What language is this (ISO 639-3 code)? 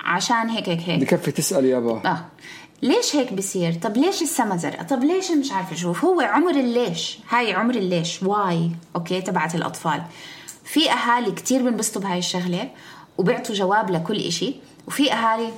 apc